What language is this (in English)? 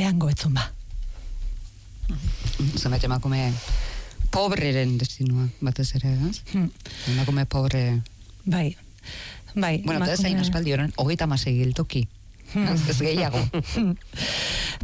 Basque